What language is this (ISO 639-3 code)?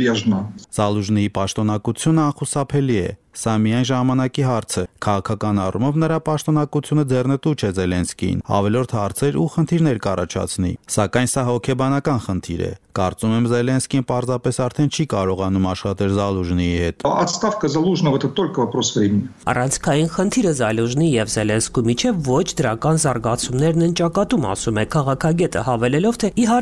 hye